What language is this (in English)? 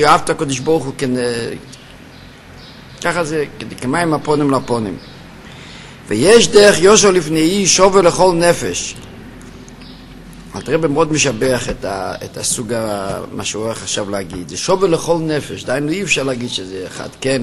Hebrew